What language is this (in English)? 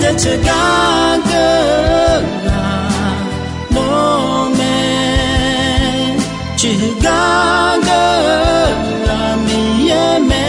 Akha